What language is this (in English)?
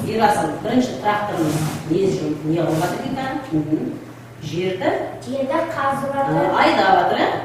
Kazakh